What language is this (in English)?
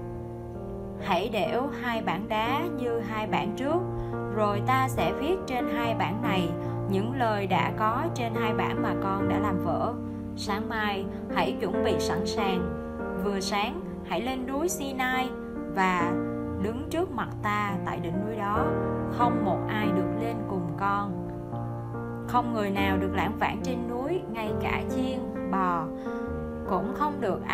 Vietnamese